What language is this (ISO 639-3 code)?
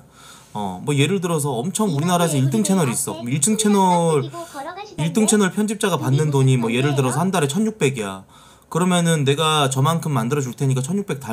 kor